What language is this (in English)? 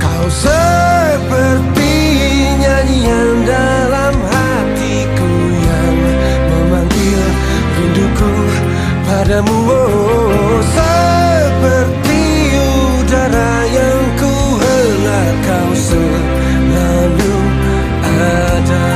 Banjar